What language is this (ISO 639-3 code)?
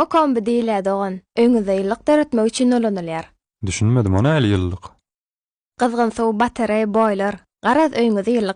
tuk